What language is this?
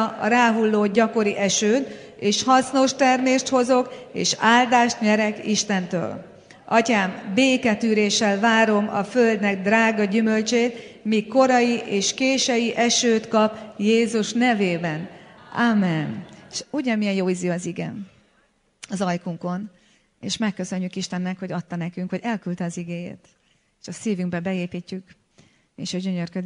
Hungarian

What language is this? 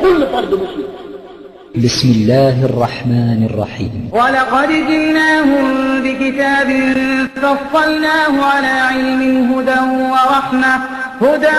Egyptian Arabic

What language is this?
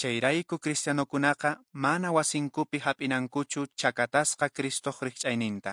Quechua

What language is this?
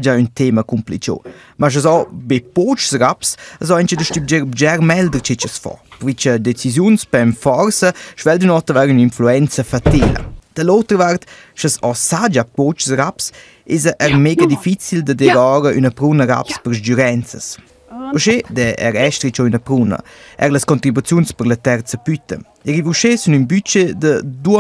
Romansh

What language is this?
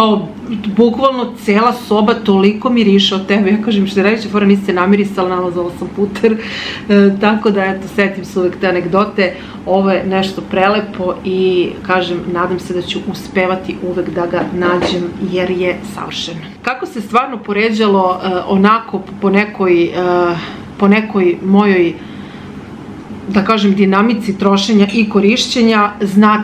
Serbian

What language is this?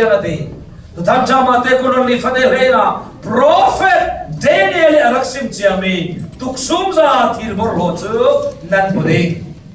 Falam Chin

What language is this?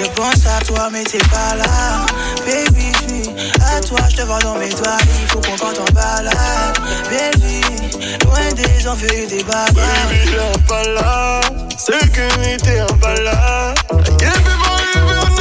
French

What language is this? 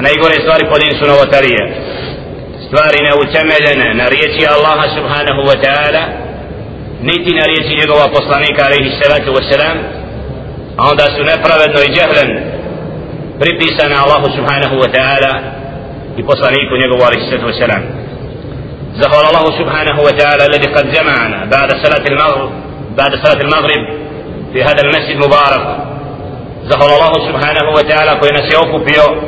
Bosnian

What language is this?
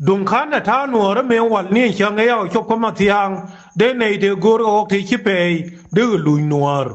Nuer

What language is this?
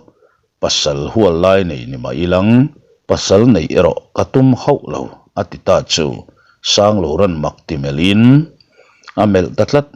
Mizo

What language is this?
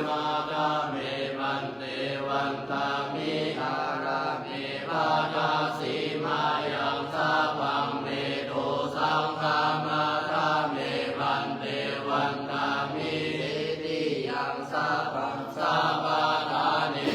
Pali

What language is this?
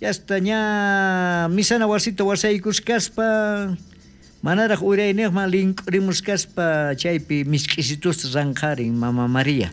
South Bolivian Quechua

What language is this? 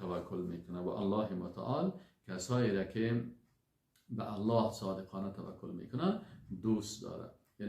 Persian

